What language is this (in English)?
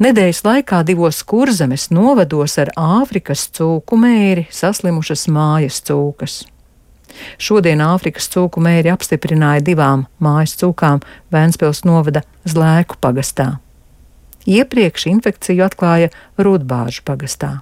Latvian